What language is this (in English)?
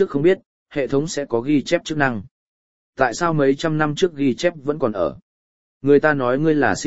Vietnamese